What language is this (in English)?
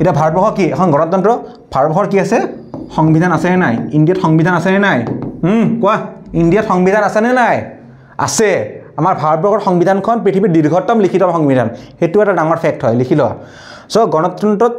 Assamese